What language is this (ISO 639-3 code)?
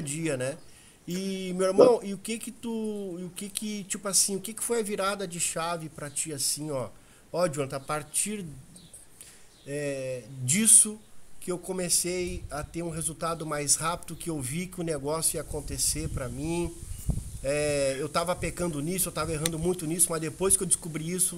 por